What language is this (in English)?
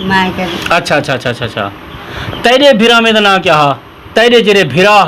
Saraiki